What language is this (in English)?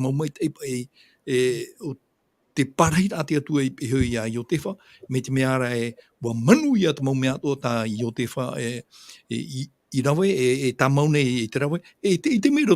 Tahitian